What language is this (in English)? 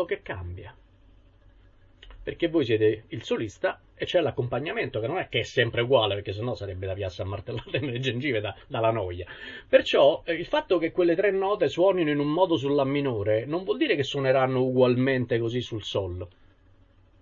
Italian